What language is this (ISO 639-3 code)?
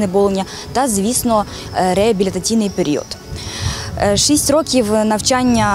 ukr